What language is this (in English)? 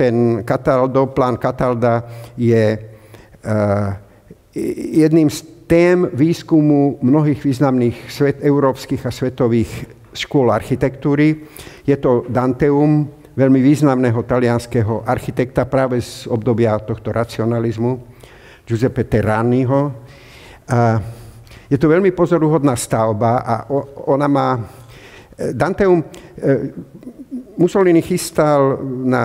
Slovak